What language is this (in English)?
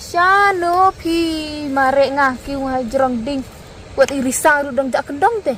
Khasi